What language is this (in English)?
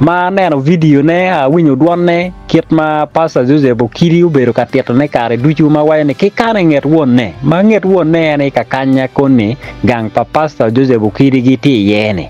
Acoli